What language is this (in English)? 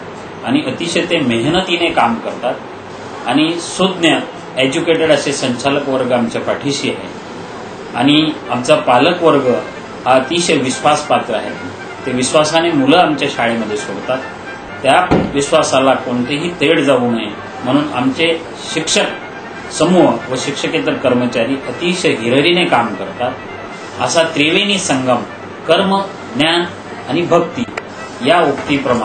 Marathi